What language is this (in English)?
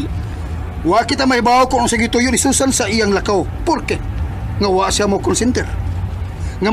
Cebuano